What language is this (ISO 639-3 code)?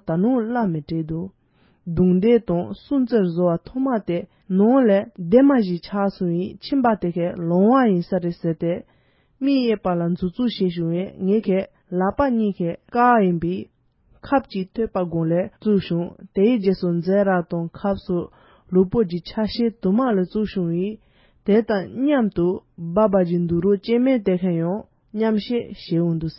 bod